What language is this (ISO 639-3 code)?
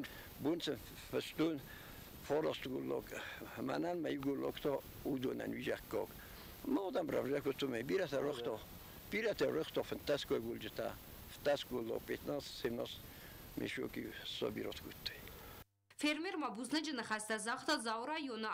oss